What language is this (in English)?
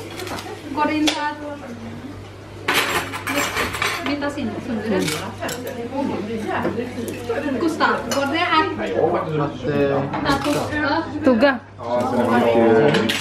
Swedish